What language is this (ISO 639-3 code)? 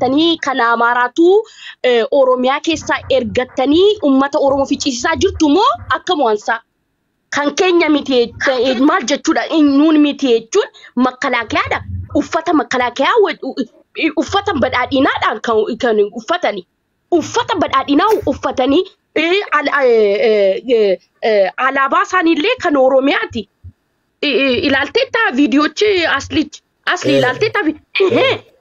orm